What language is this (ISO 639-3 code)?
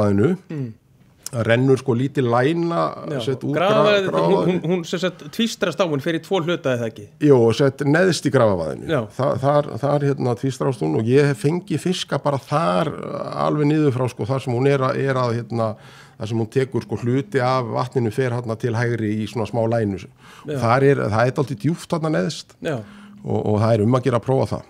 isl